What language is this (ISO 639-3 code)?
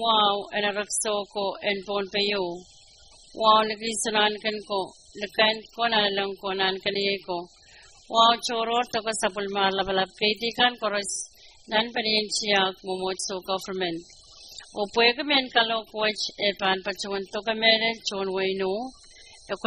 pon